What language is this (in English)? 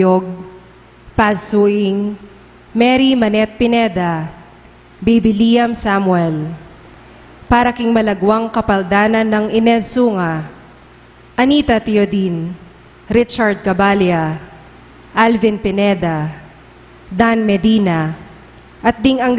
Pampanga